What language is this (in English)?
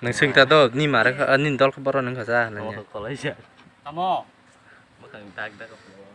Kok Borok